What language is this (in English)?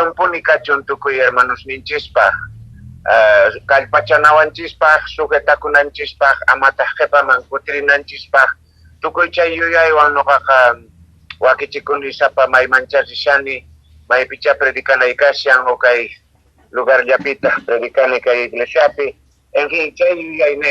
Quechua